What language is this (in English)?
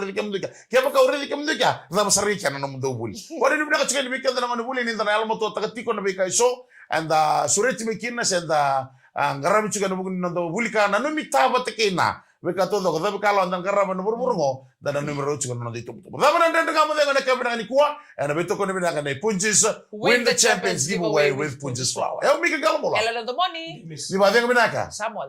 Fijian